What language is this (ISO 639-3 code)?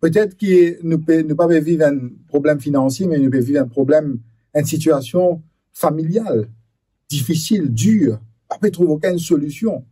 mfe